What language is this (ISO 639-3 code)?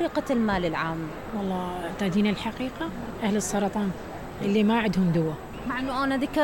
acm